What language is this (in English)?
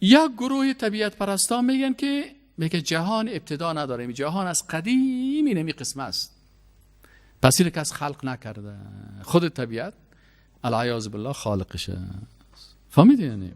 Persian